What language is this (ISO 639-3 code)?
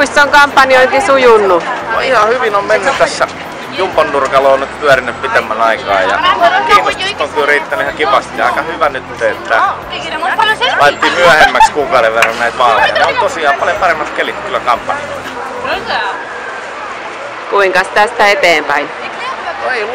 fin